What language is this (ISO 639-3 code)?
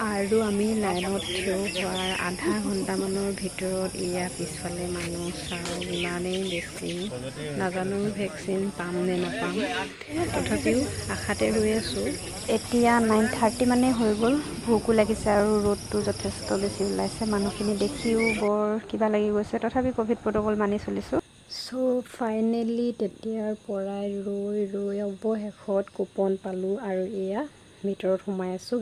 asm